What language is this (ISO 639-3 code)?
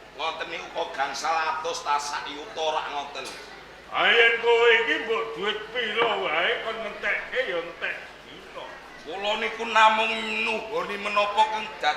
jav